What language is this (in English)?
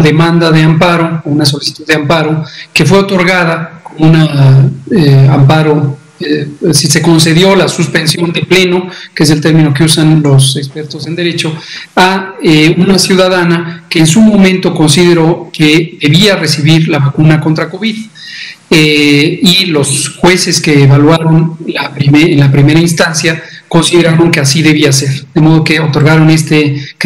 Spanish